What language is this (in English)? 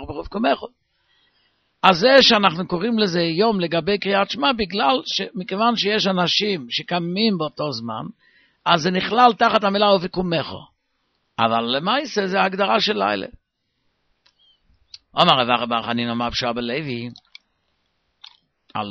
Hebrew